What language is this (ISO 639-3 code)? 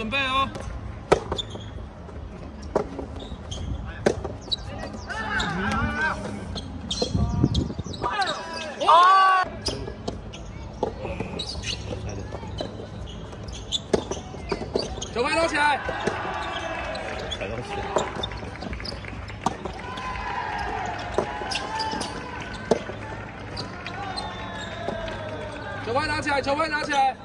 zho